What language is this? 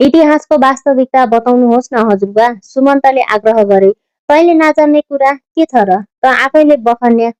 Nepali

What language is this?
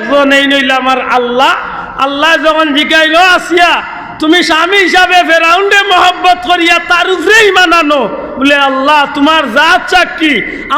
Sylheti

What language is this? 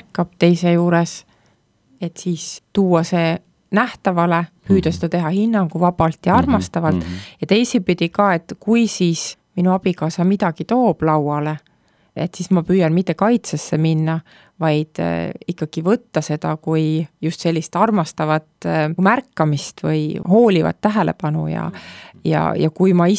Estonian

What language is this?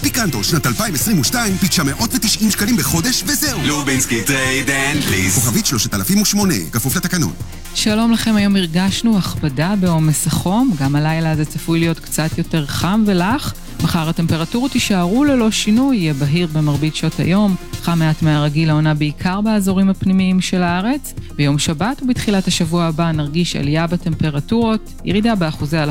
Hebrew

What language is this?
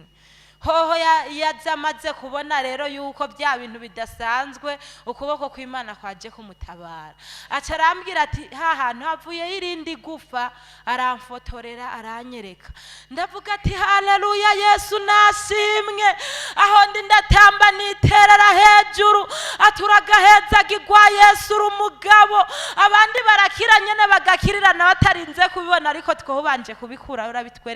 Rundi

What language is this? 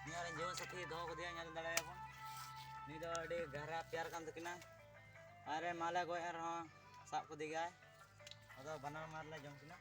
Santali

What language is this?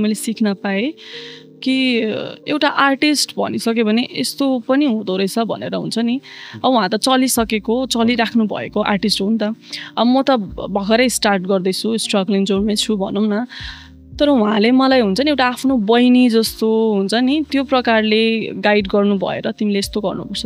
Nepali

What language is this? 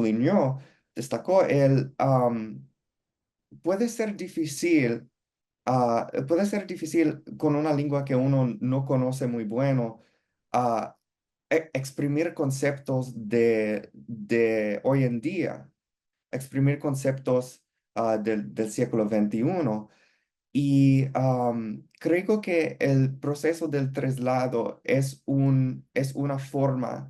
Ladino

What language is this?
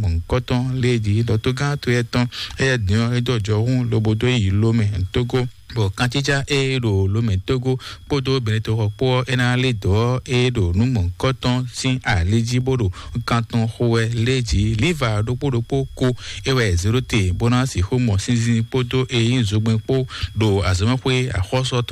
Fon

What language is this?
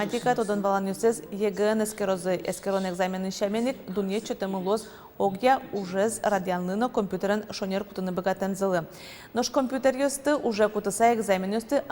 Udmurt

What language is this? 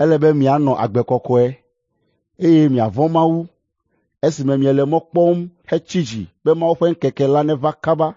Ewe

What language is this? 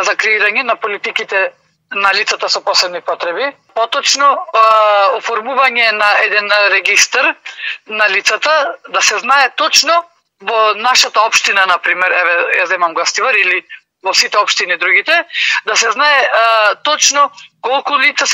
Macedonian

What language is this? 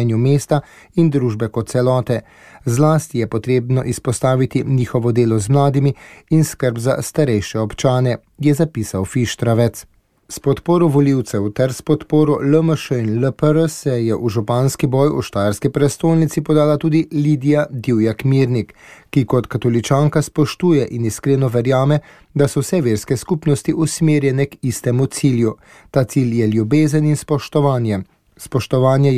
Slovenian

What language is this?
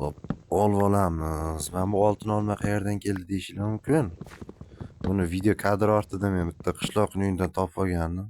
Uzbek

